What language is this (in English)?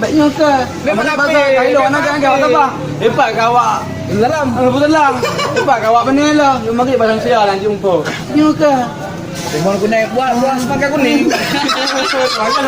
Achinese